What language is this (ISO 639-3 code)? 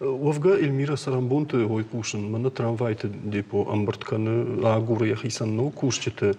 oss